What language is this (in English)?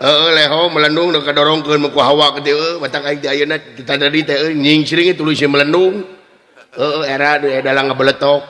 Sundanese